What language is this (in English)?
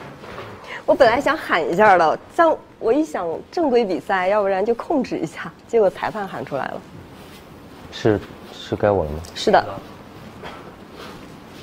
Chinese